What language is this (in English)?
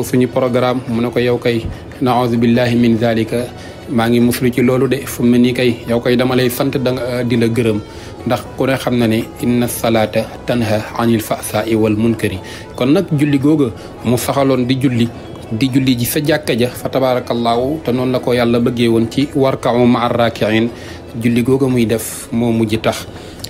Wolof